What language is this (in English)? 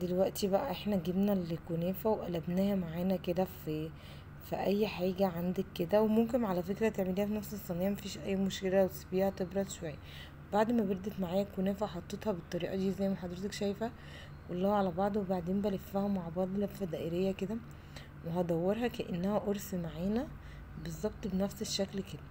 Egyptian Arabic